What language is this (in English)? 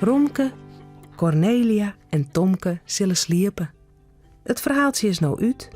Western Frisian